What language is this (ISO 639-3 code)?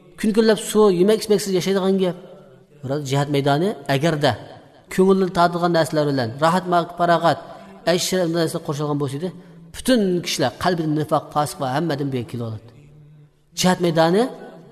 uig